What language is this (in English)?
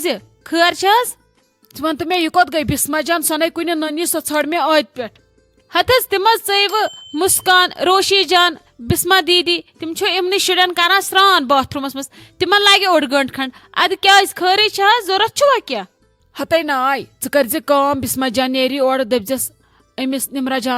Kashmiri